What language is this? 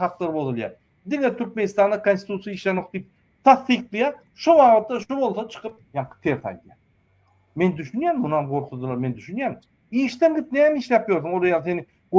Turkmen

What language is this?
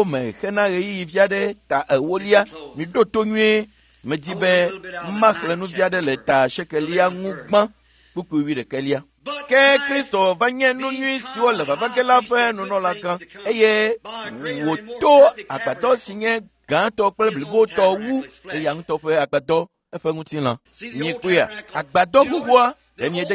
Ewe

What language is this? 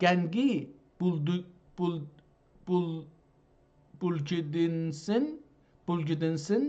South Azerbaijani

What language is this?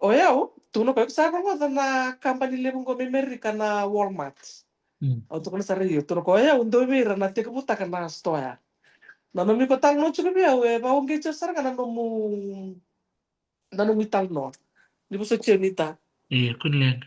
Fijian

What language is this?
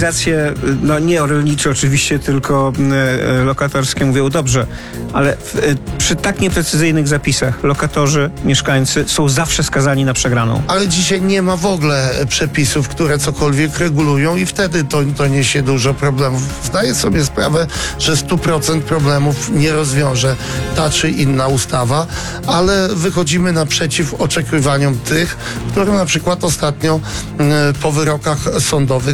Polish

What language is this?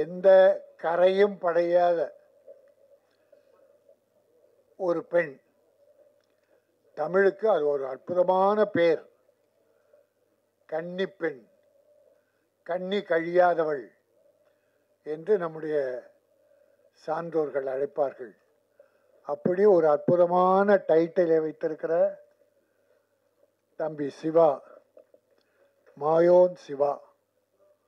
Tamil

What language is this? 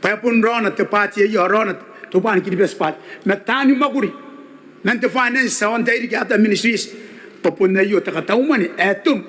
Gilbertese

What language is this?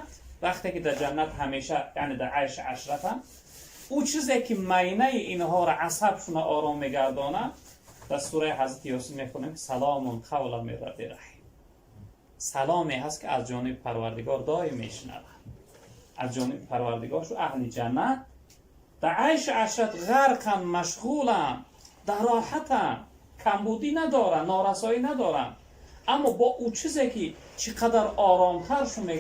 Tajik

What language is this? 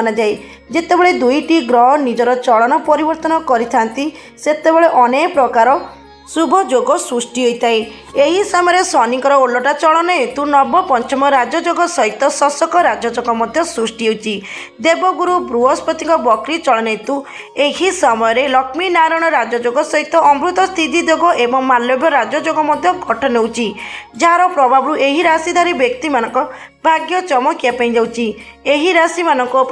Odia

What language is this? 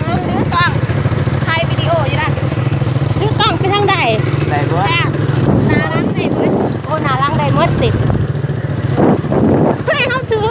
Lao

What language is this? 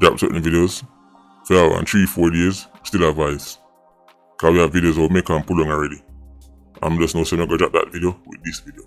Jamaican Creole English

